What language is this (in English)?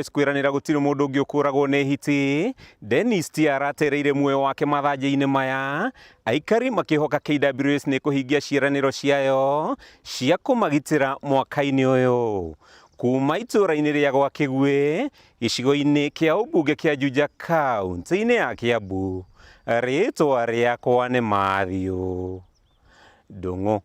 Kikuyu